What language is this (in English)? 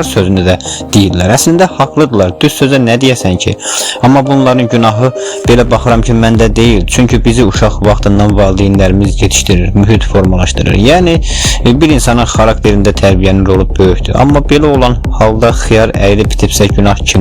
Azerbaijani